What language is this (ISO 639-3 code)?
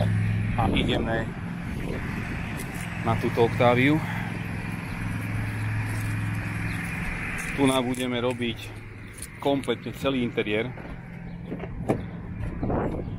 slk